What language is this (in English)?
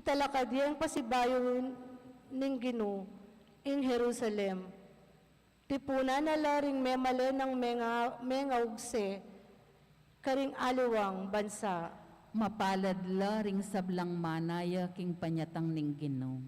Pampanga